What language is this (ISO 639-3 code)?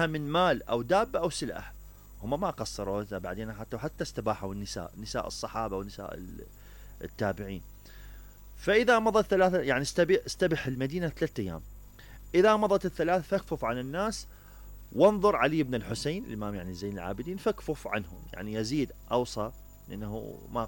acm